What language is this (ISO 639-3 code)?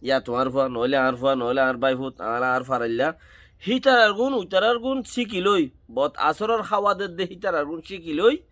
rhg